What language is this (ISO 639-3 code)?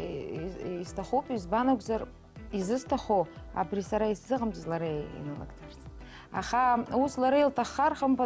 abk